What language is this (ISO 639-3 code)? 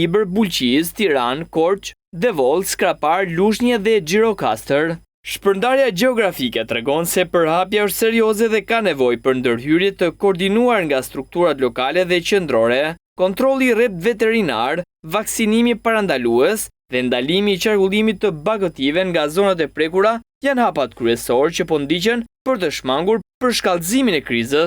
sqi